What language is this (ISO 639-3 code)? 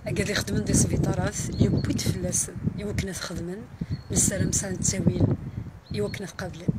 kab